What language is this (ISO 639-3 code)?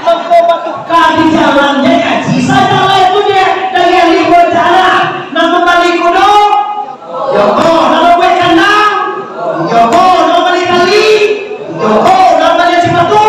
min